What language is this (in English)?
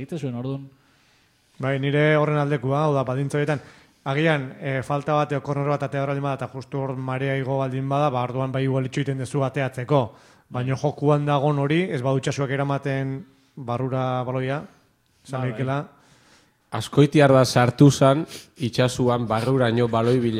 Basque